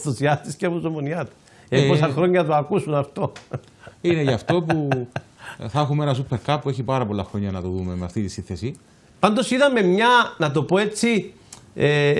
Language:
Greek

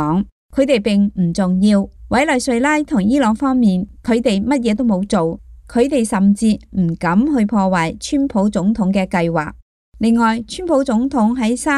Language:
Cantonese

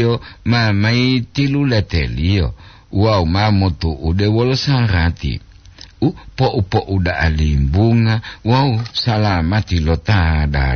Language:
Gorontalo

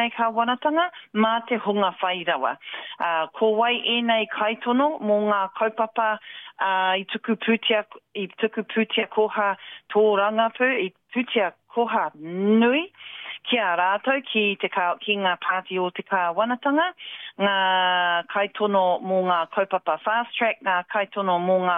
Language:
Māori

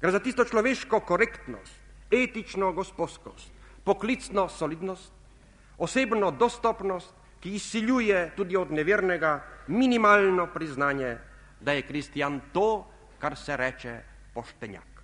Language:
Slovenian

